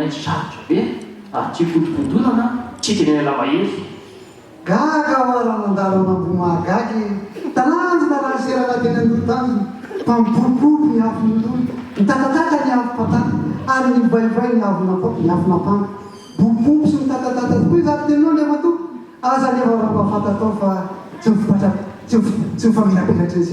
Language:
Malagasy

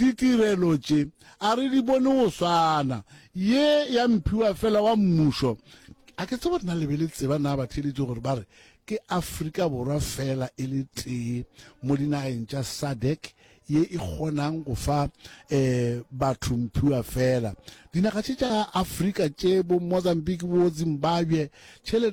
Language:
Northern Sotho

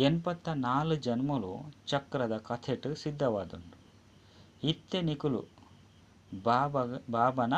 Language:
Tulu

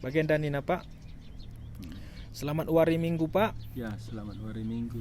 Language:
Batak Karo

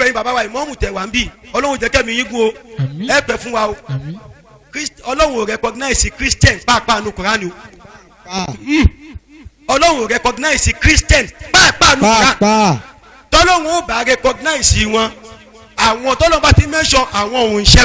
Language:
Yoruba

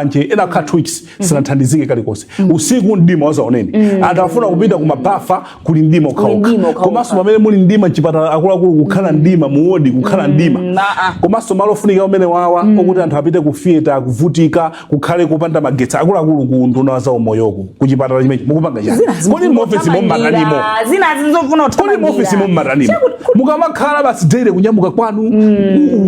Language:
Nyanja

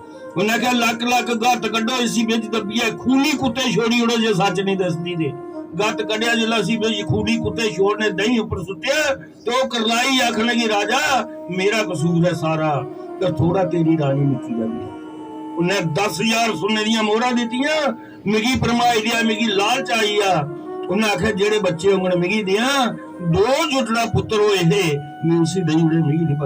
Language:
Dogri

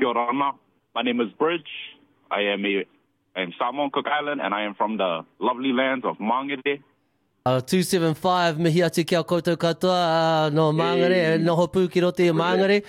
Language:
Māori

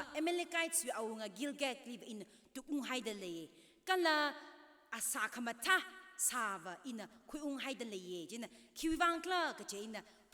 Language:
Tangkhul Naga (India)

